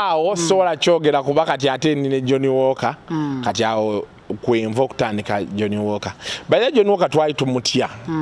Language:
Ganda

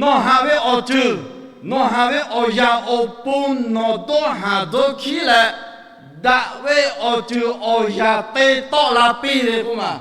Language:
Lahu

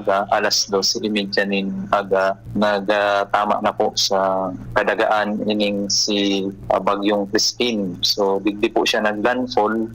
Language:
Bikol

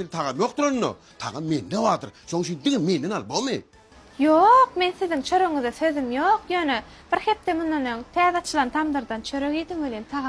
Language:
Turkmen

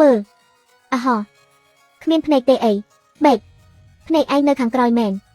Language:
Khmer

